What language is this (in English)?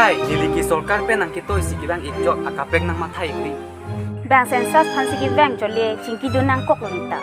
Karbi